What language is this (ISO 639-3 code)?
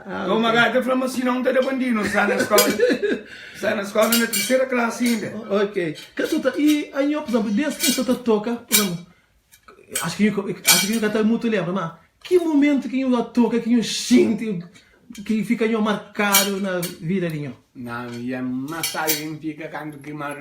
kea